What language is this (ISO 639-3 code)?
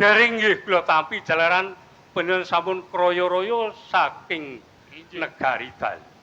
jav